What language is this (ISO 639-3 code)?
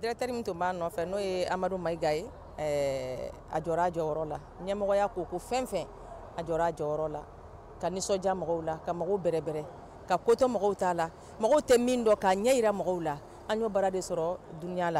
bam